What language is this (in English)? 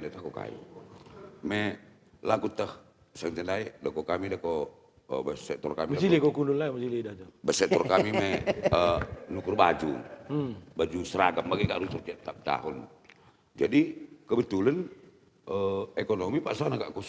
Batak Karo